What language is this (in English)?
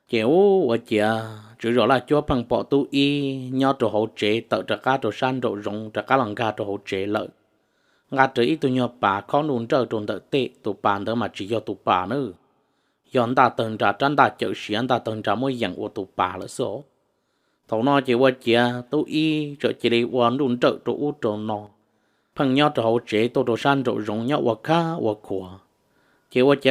Hmong